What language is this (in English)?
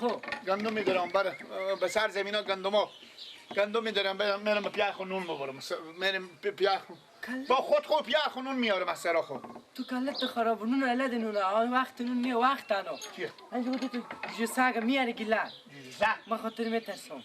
Persian